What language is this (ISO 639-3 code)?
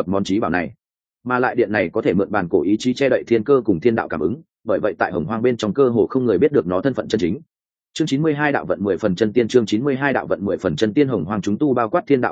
vie